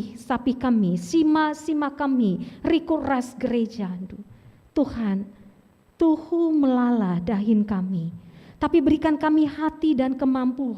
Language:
Batak Karo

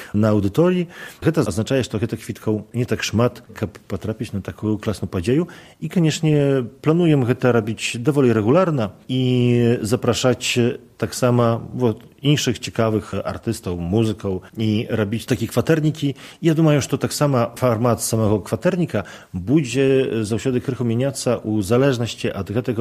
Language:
Belarusian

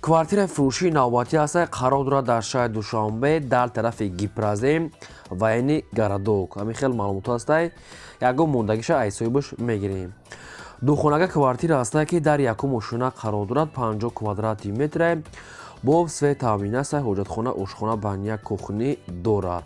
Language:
Tajik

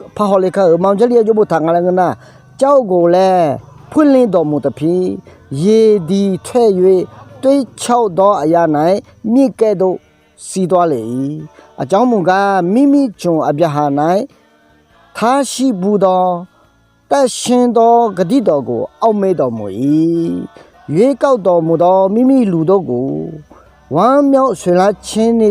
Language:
Akha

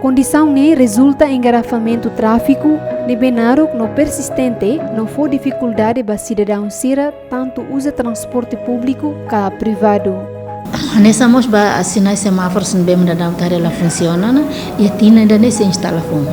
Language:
Tetum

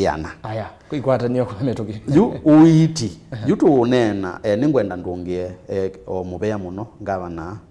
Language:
Kamba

